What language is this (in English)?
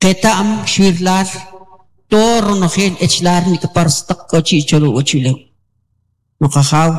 Kʼicheʼ